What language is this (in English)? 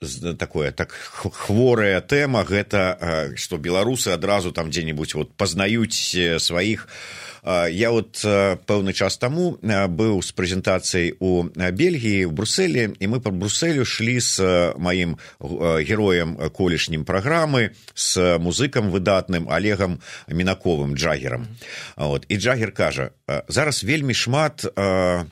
Belarusian